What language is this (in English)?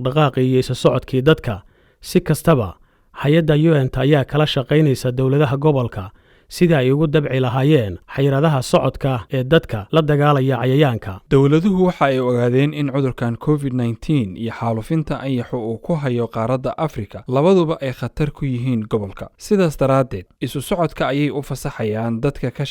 Somali